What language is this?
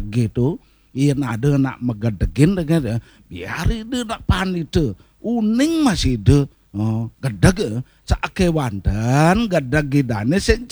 Balinese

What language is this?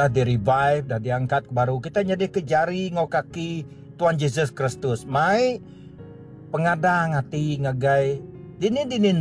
Iban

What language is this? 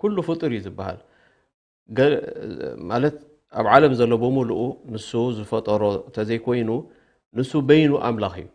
Tigrinya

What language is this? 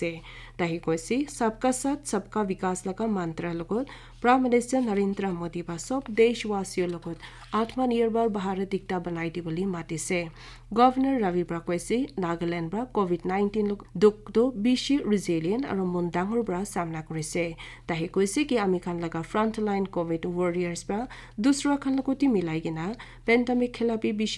Naga Pidgin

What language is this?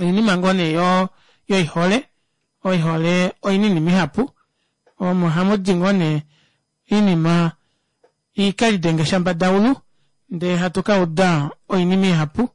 Kuanyama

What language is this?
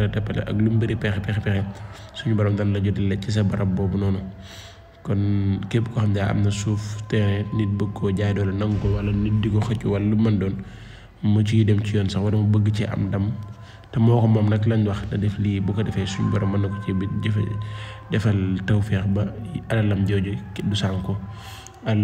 Wolof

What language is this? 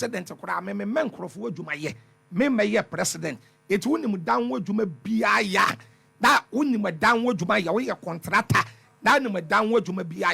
Akan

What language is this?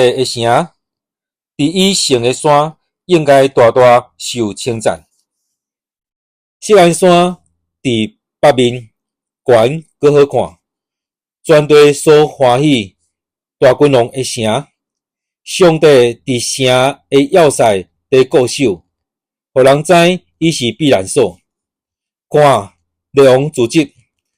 Min Nan Chinese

